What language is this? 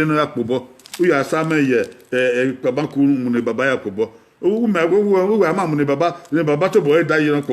Bini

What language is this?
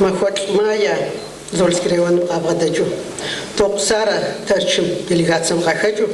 Kabardian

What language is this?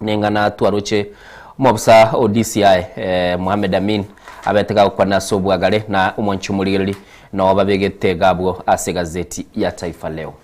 Gusii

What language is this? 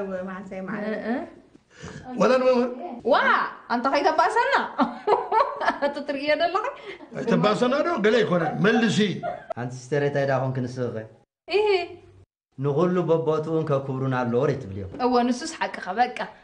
Tigrinya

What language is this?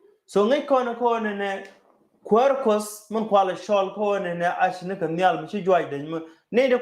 Nuer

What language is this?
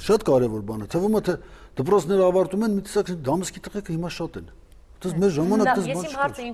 Armenian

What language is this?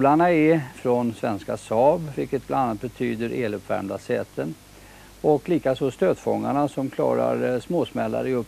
Swedish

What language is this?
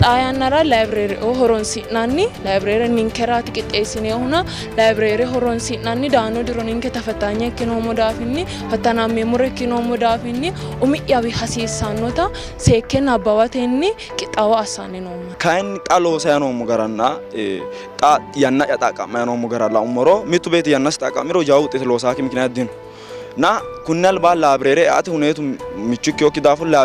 Sidamo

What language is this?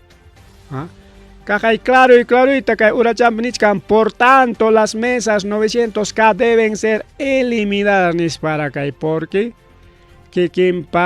Ayacucho Quechua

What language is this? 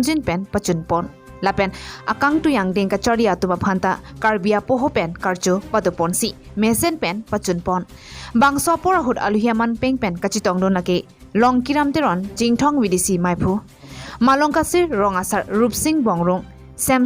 Karbi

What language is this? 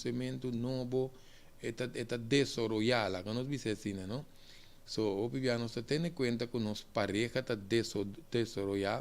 Papiamento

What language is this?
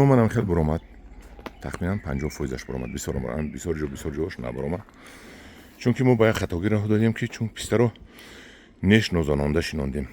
Tajik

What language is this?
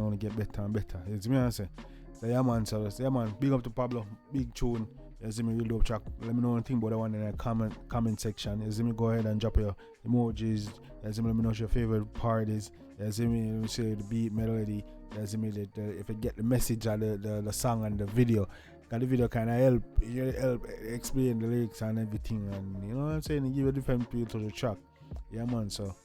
Jamaican Creole English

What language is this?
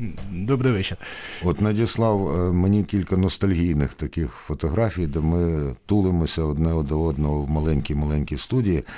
Ukrainian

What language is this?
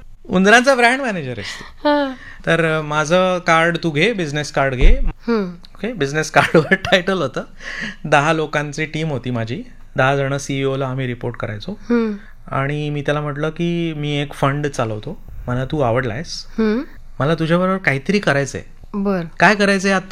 Marathi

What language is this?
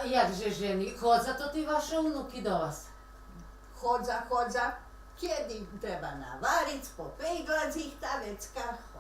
Rusyn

